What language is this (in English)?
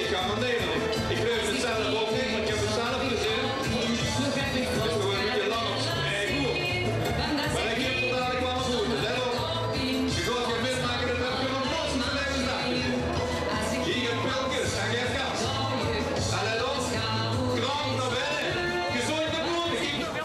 Limburgish